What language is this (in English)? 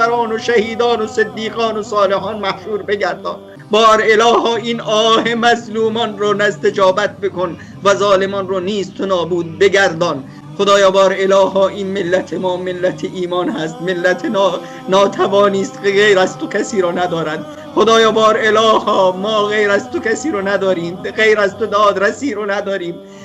Persian